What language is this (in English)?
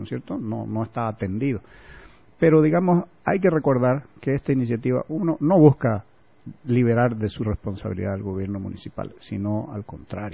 Spanish